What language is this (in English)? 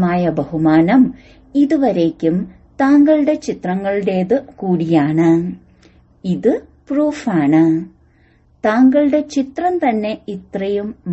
Malayalam